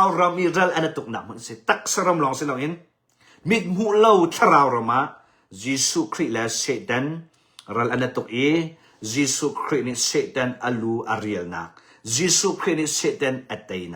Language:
Hakha Chin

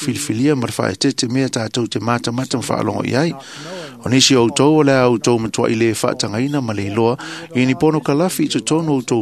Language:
Samoan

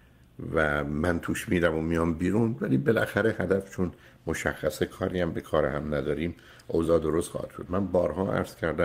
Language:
Persian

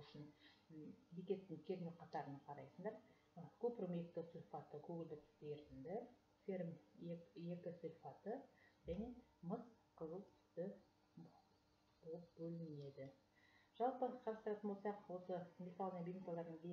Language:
Kazakh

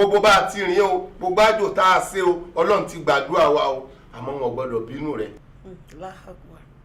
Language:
Yoruba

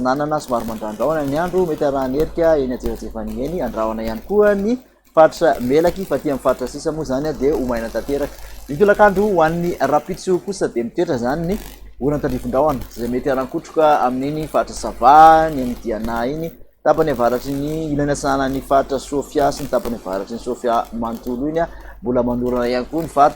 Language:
Malagasy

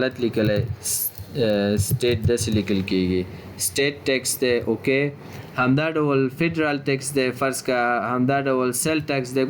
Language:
Pashto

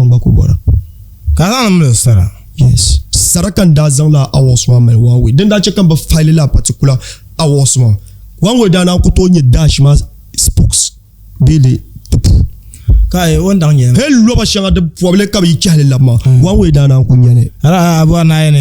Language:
Dagbani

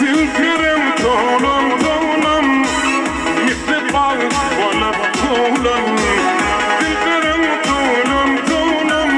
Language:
Turkmen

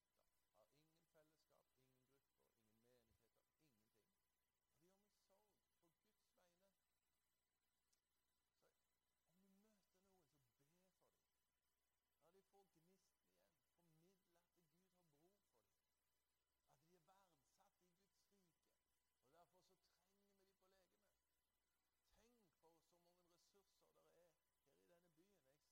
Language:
Norwegian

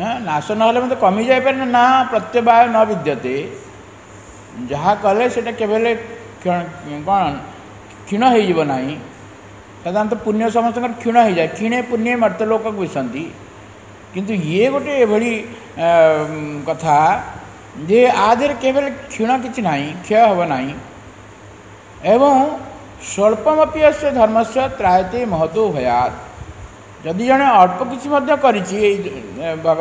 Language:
Odia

